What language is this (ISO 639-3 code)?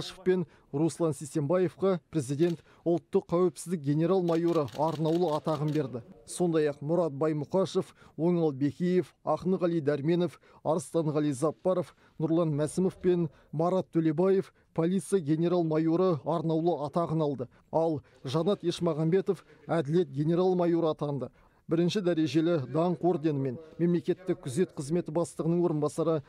kaz